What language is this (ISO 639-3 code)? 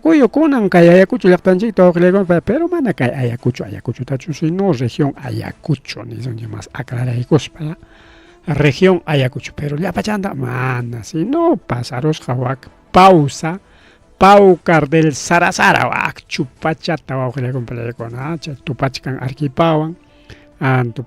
quy